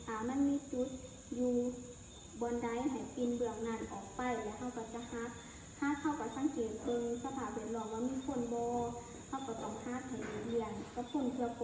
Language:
Lao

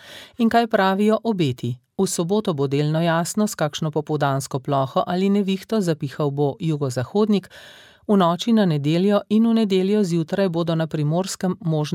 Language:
Slovenian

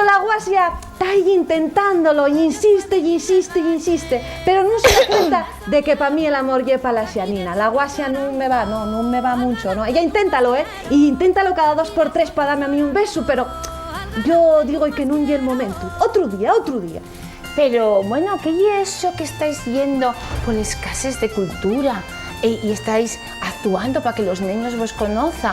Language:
Asturian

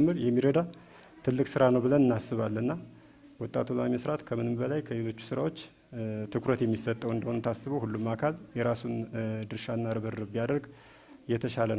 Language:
Amharic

